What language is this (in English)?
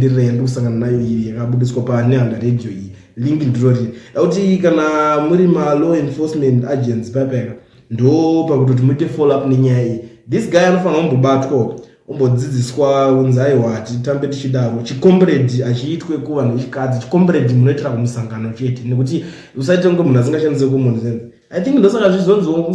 Shona